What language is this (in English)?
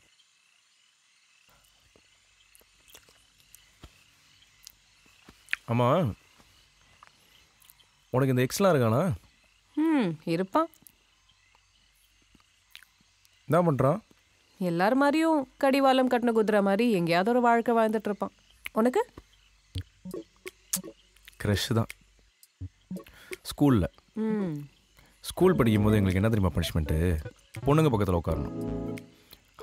Tamil